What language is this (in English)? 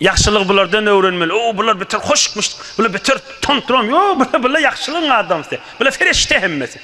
Turkmen